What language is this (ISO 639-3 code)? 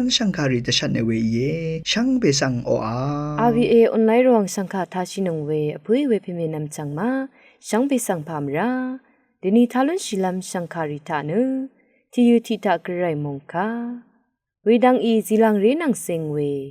raw